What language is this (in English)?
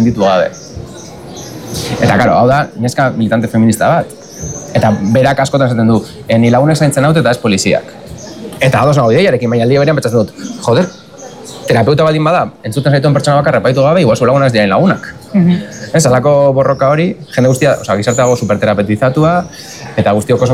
Basque